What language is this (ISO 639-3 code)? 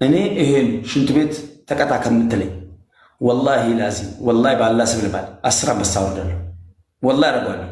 amh